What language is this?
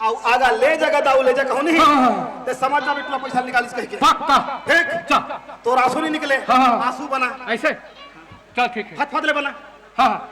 Chhattisgarhi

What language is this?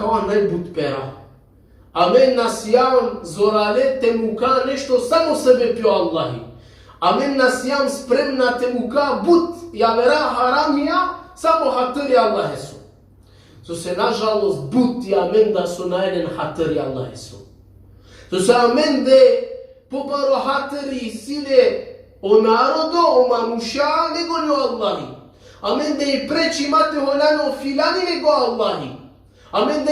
Balkan Romani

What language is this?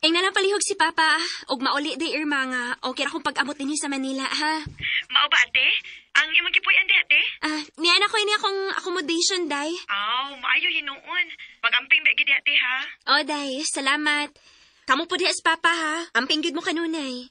Cebuano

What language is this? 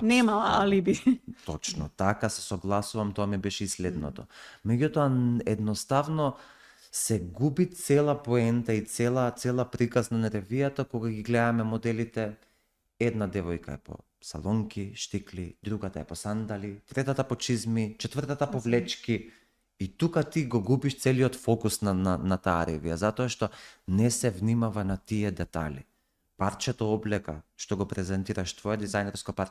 Macedonian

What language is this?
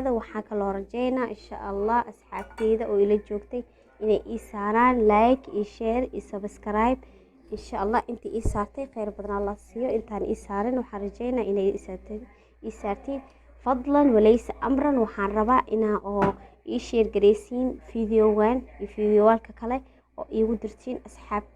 Somali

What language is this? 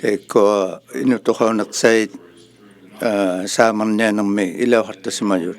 Inuktitut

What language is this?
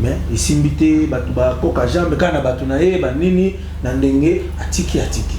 Lingala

